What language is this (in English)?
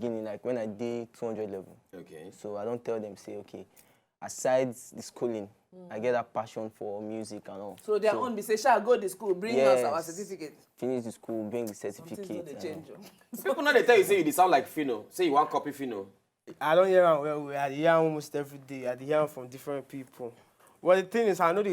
Nigerian Pidgin